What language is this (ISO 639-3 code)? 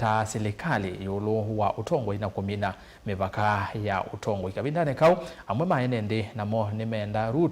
kam